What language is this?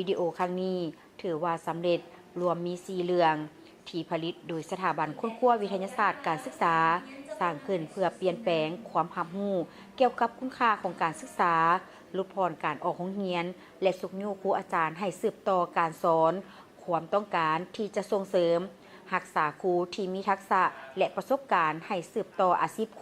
Lao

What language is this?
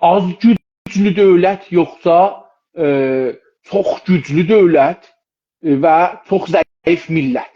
South Azerbaijani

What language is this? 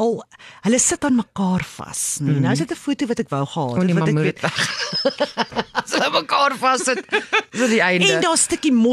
Afrikaans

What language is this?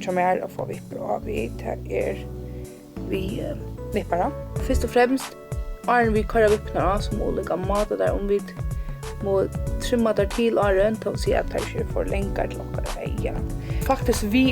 Faroese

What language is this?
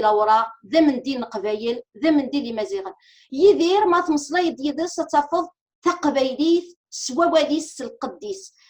Kabyle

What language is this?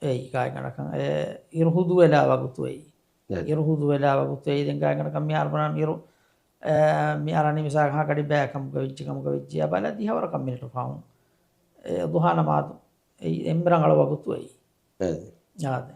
Divehi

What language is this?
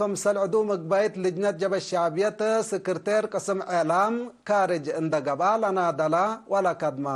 Tigre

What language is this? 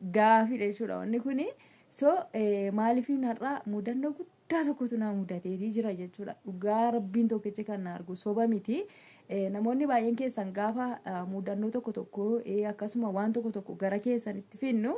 Oromo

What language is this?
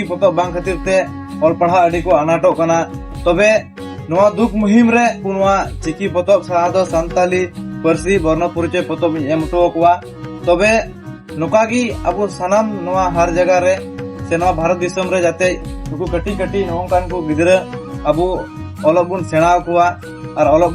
Santali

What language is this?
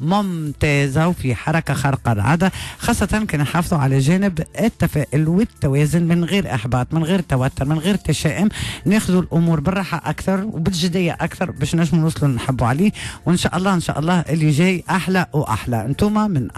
Tunisian Arabic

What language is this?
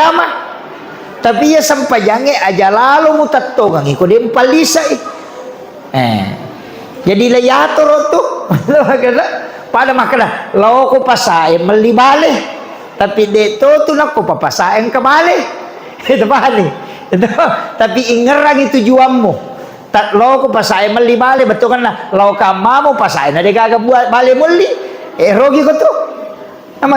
Buginese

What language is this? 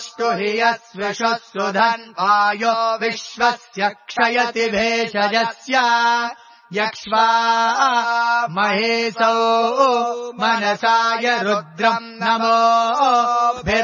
Sanskrit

